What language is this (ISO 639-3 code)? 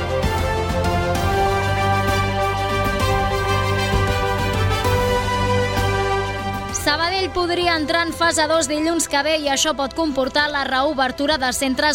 cat